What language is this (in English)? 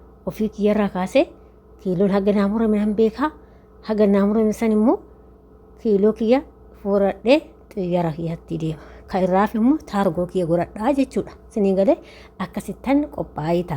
Oromo